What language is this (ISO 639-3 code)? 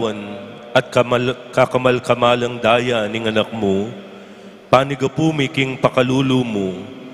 pam